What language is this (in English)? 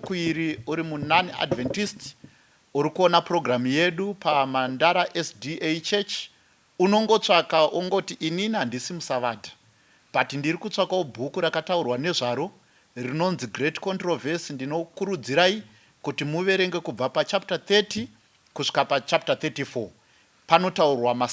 Shona